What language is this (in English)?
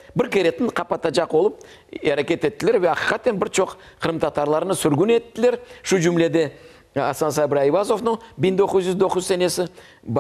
Crimean Tatar